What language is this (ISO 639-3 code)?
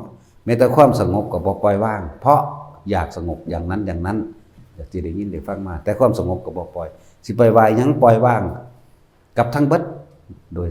tts